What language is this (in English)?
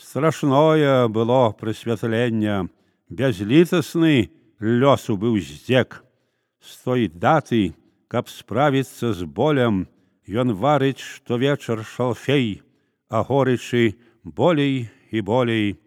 Belarusian